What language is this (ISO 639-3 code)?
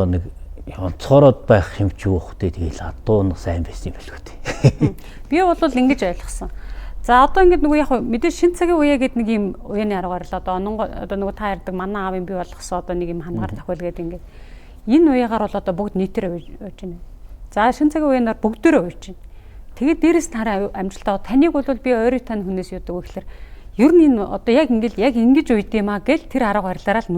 mon